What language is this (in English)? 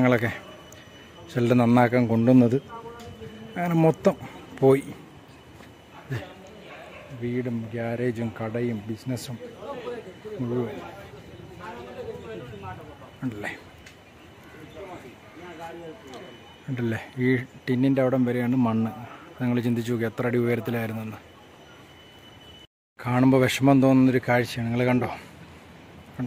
Malayalam